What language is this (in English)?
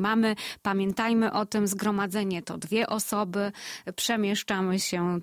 Polish